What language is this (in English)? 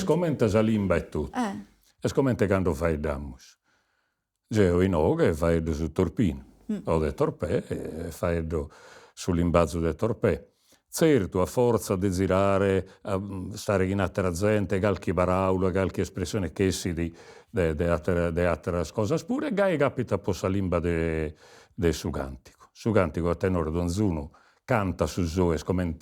Sardinian